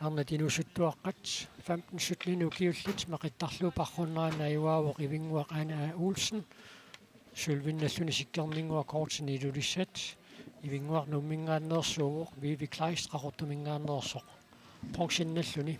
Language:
Kalaallisut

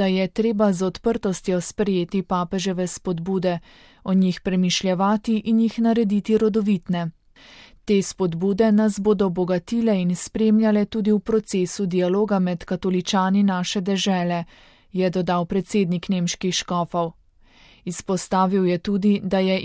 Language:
Slovenian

